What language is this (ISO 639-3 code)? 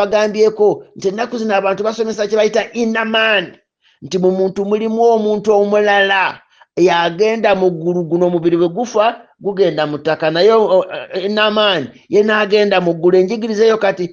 lug